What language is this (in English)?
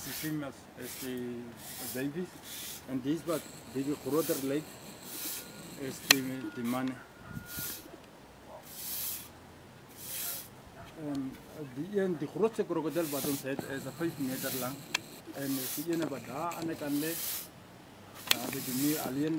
Afrikaans